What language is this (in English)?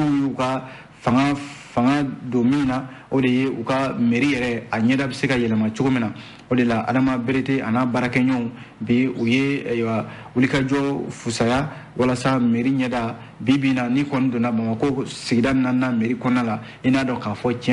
Bambara